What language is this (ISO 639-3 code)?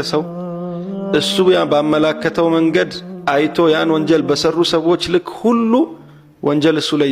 amh